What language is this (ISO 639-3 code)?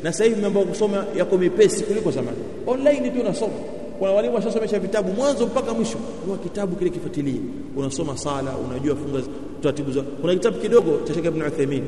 swa